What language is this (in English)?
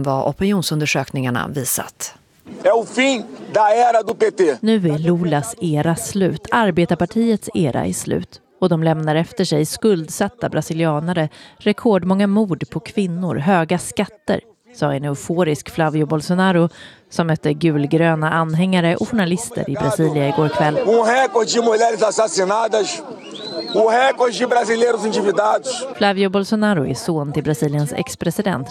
Swedish